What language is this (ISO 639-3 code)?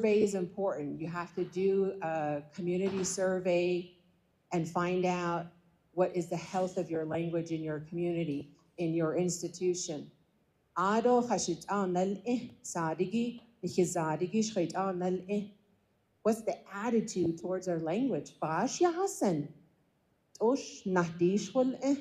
nav